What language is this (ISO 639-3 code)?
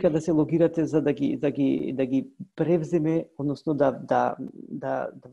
mkd